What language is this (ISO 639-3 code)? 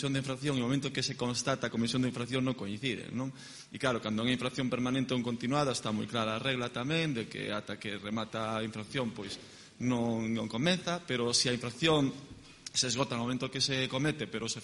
glg